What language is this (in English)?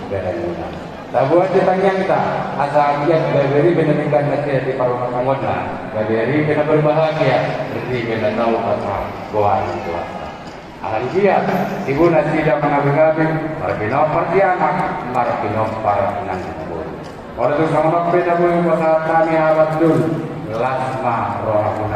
Batak Toba